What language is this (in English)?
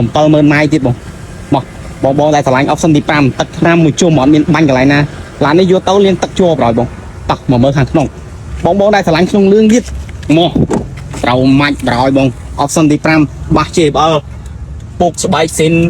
Khmer